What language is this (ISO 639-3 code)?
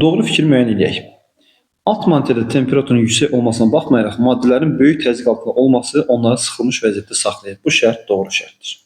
aze